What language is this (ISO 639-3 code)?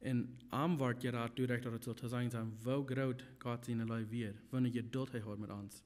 pdt